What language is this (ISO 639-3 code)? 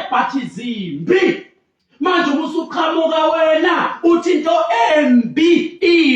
zul